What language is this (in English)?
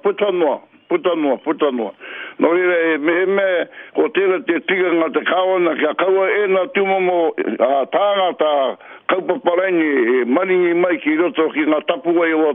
Māori